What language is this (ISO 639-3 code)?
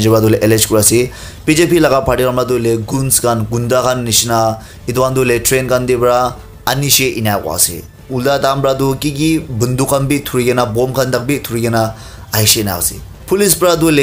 nag